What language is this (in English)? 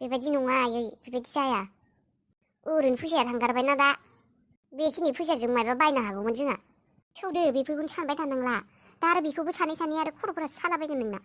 Bodo